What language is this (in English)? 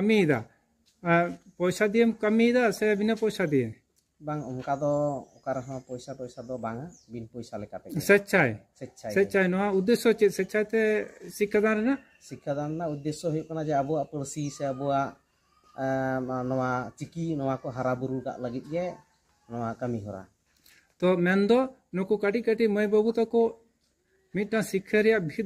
Santali